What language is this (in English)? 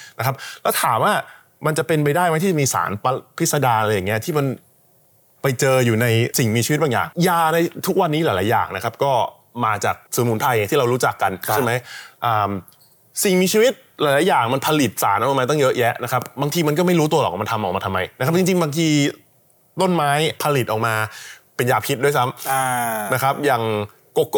Thai